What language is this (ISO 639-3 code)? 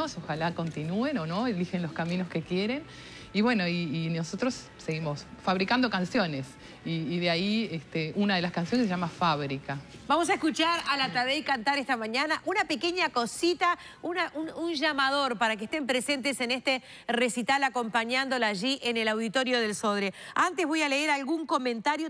spa